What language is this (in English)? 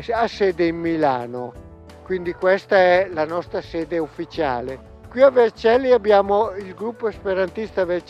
Italian